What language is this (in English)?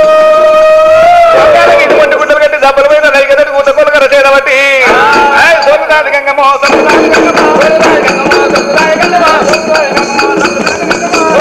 Telugu